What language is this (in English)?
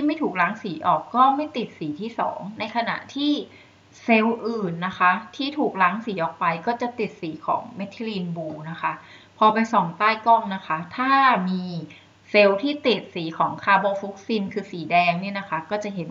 Thai